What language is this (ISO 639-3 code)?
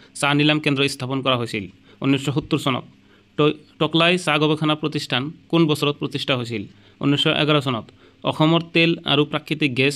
asm